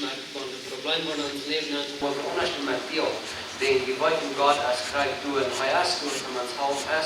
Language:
Plautdietsch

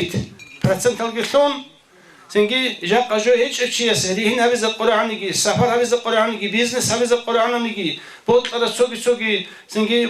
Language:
Avaric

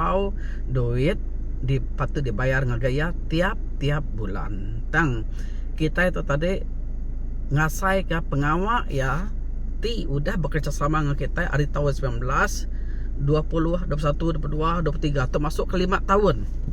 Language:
Iban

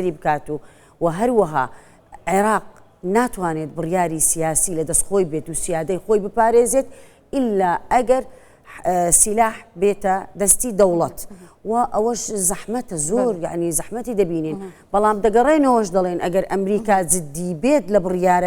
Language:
Central Kurdish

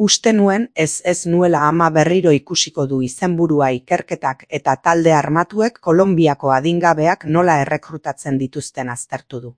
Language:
Basque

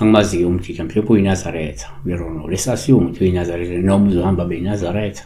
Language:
Zulu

